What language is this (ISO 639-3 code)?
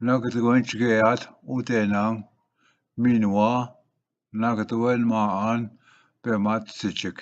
oji